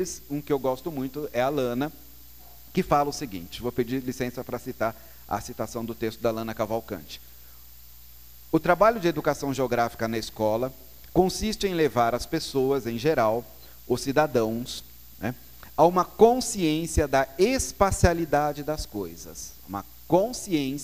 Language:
Portuguese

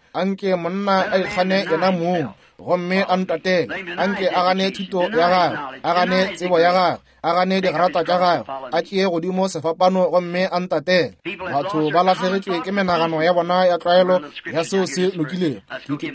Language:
Northern Sotho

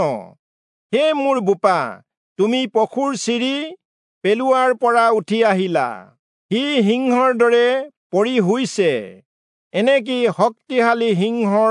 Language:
Assamese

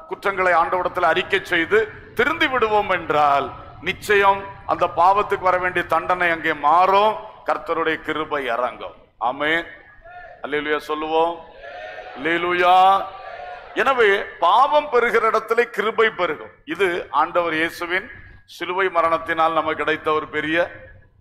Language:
Tamil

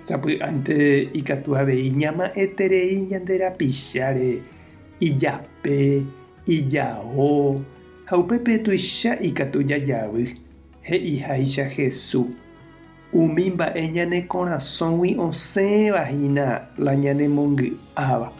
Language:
Guarani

